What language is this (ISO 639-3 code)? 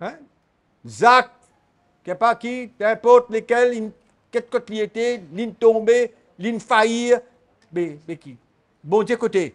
mfe